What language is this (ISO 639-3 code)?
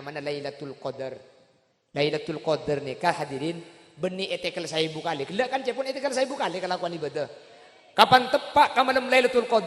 mad